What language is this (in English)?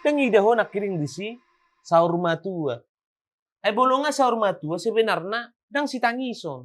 Batak Toba